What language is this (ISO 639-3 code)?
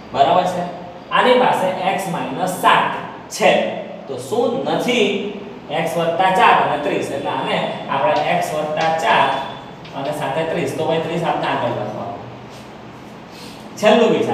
guj